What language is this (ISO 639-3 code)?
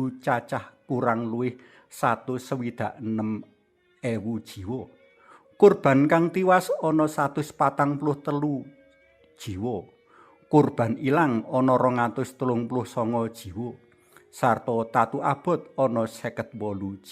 jav